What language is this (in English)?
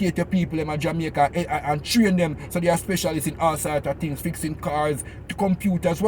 Jamaican Creole English